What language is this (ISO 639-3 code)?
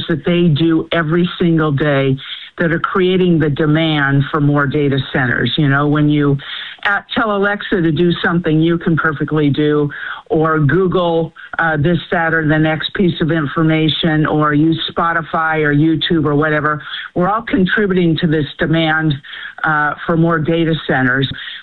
eng